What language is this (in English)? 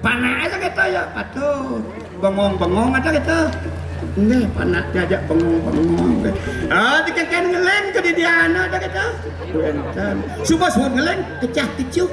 Balinese